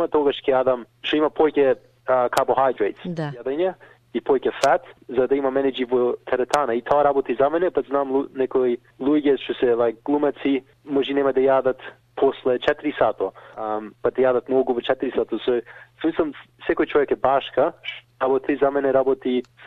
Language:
Macedonian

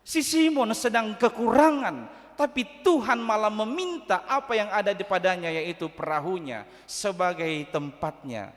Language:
Batak Toba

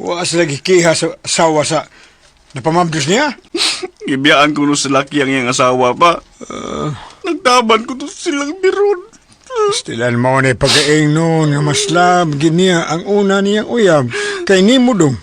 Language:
Cebuano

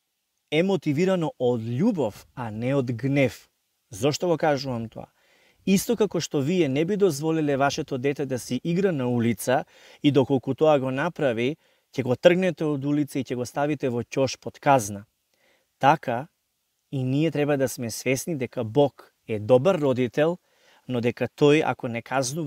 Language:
Macedonian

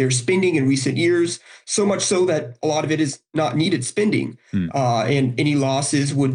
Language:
English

